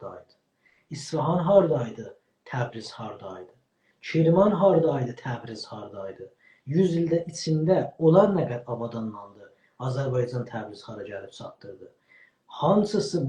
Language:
South Azerbaijani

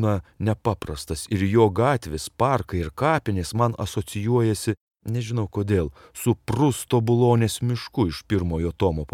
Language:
Lithuanian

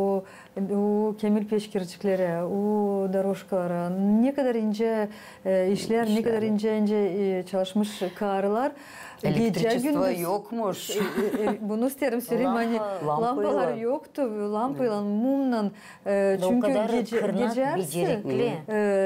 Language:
Gagauz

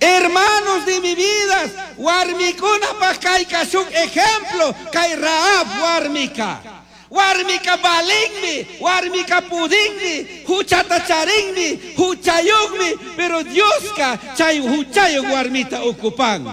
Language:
Chimborazo Highland Quichua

